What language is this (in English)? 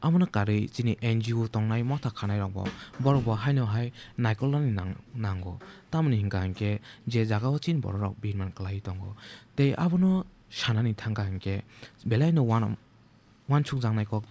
Kok Borok